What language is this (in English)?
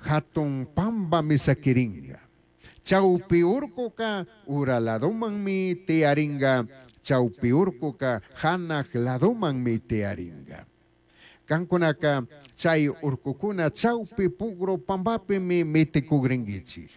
Chimborazo Highland Quichua